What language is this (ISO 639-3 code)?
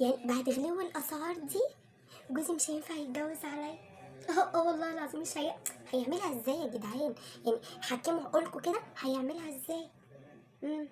arz